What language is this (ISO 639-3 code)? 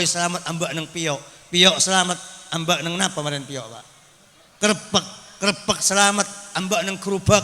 mad